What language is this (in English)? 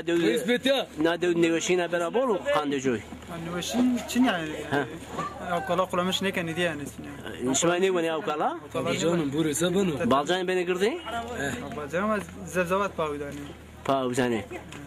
Zaza